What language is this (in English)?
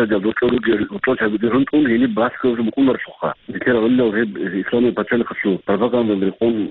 Avaric